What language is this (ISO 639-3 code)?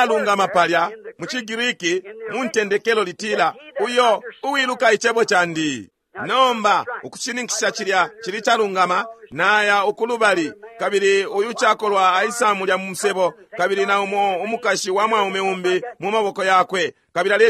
bem